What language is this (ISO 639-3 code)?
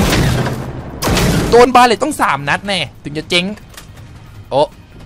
tha